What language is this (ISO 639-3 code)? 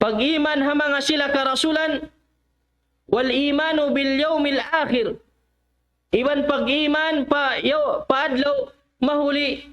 tsg